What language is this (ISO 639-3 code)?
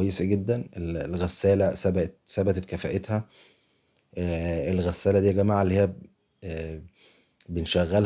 arz